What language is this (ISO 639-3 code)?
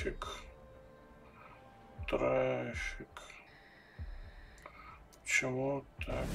rus